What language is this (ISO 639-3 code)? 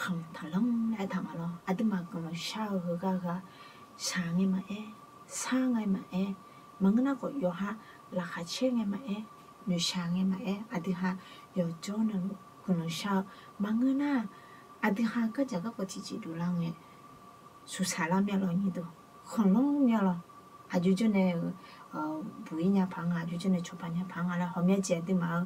ahk